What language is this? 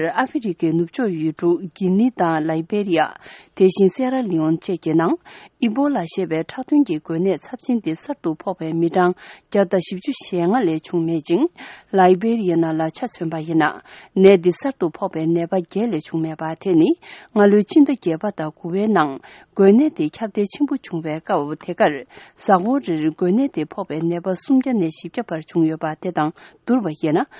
Tibetan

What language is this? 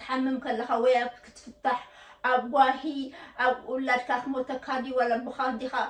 Tigrinya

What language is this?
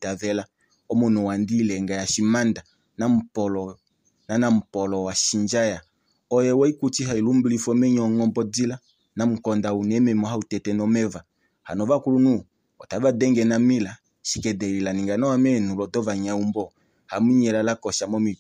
Kuanyama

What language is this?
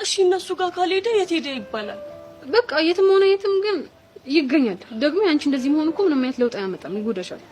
Amharic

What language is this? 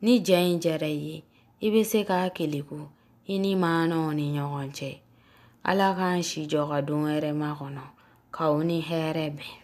Bambara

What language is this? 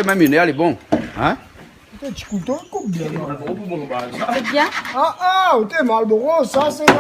Réunion Creole French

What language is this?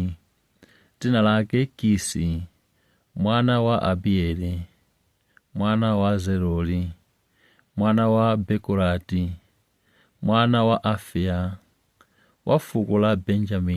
Nyanja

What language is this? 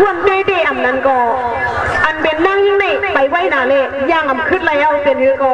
Shan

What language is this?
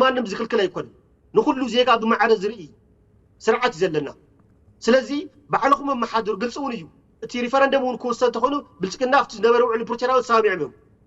Tigrinya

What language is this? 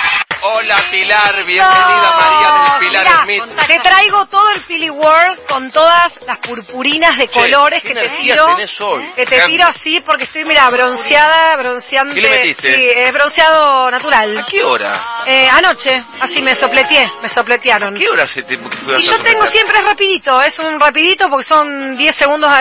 Spanish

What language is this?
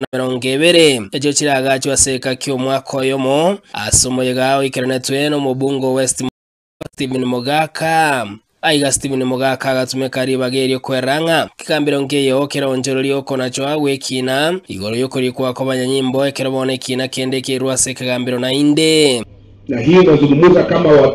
Gusii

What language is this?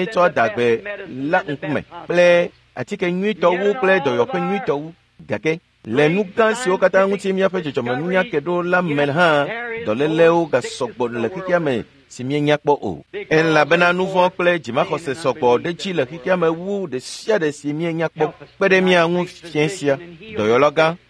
Ewe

